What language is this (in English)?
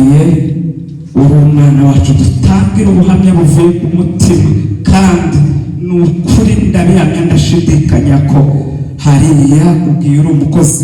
Kinyarwanda